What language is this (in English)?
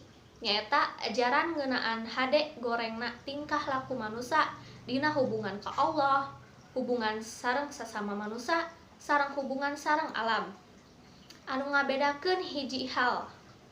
Sundanese